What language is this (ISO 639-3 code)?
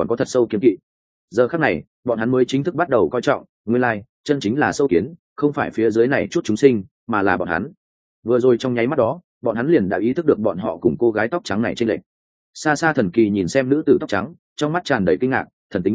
vie